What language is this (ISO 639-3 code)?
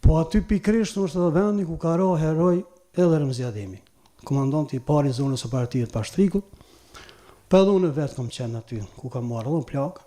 sqi